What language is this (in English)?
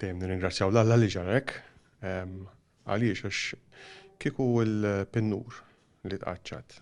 Maltese